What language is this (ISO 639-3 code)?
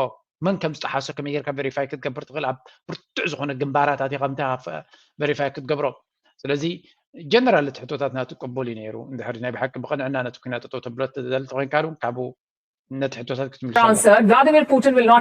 tir